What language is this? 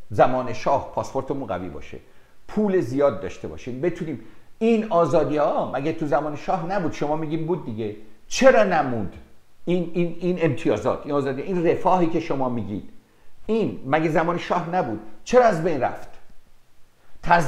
Persian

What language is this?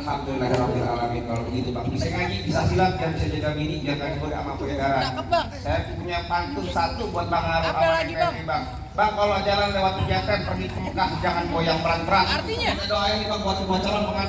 Betawi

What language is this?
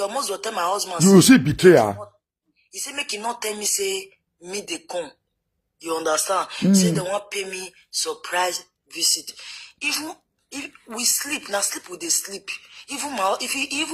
Nigerian Pidgin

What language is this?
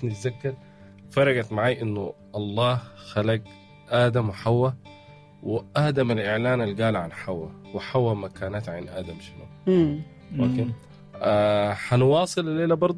Sudanese Arabic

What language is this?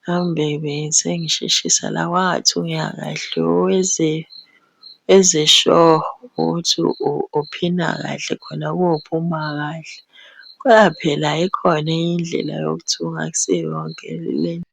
Zulu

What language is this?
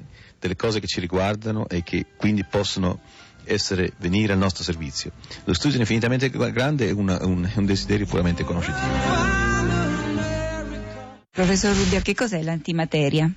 Italian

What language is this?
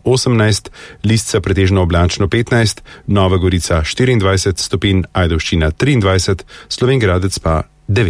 Slovenian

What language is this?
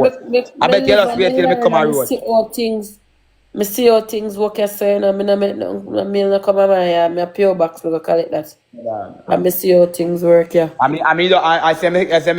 Jamaican Creole English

